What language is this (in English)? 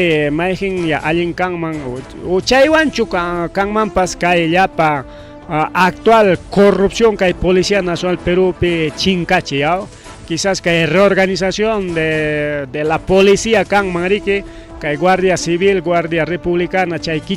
Ayacucho Quechua